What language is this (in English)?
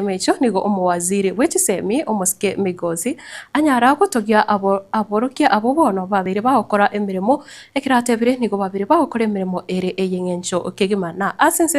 Gusii